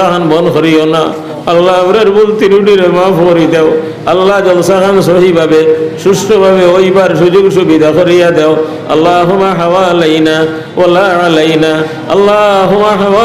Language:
Sylheti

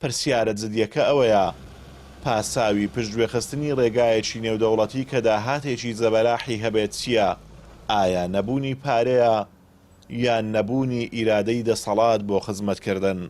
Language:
Central Kurdish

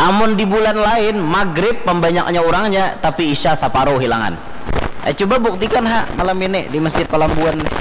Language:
Banjar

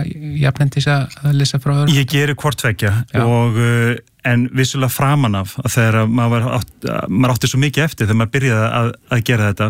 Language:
Icelandic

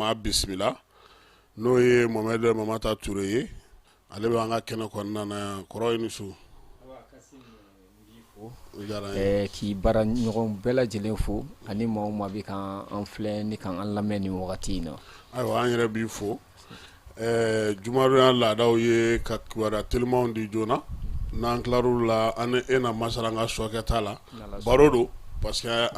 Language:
Bambara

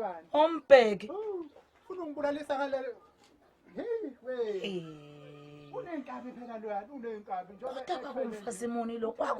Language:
Zulu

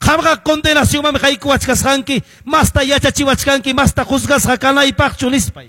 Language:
Quechua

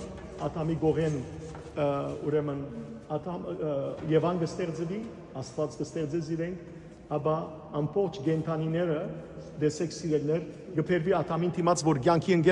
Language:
Western Armenian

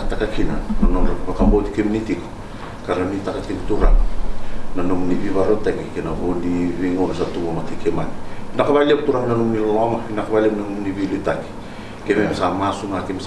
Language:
Fijian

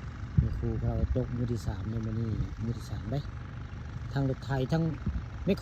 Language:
Northeastern Thai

